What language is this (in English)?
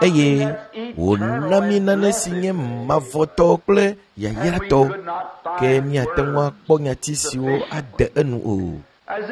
Ewe